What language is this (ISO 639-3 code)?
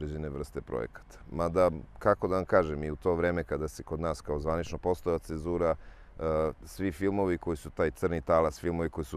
srp